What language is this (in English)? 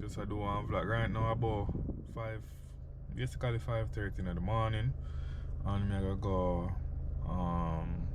Jamaican Creole English